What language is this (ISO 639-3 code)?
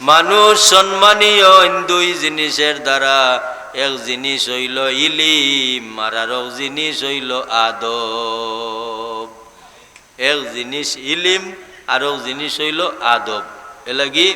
syl